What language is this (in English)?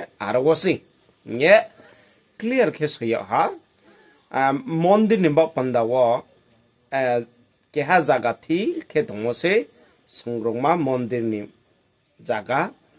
Riang (India)